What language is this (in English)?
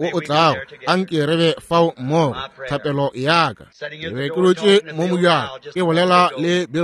Northern Sotho